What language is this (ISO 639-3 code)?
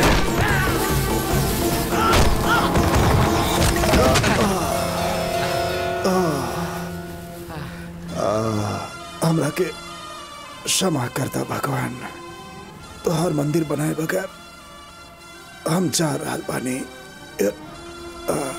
bho